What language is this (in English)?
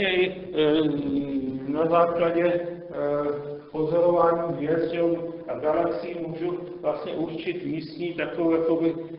Czech